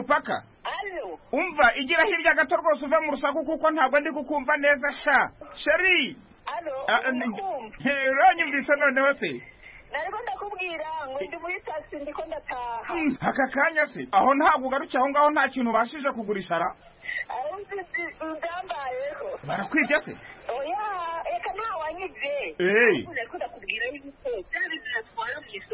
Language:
Kinyarwanda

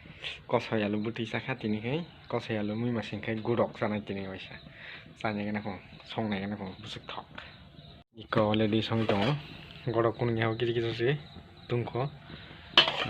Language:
Kok Borok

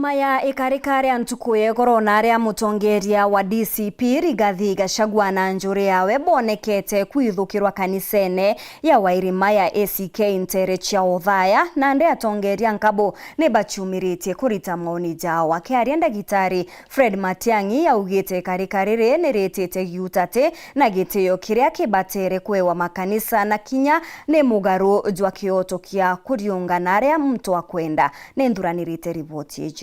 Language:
Meru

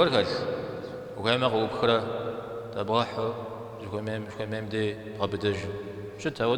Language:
Kabardian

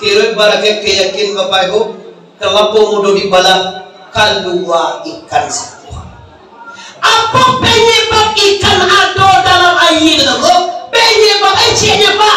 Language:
Minangkabau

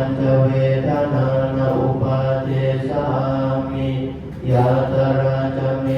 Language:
Pali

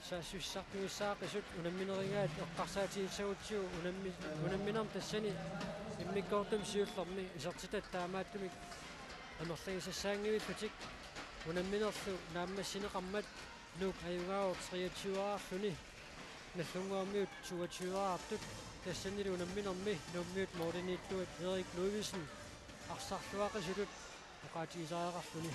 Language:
Kalaallisut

